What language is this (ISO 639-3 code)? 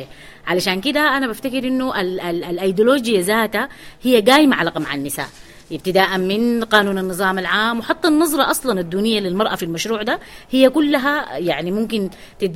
apd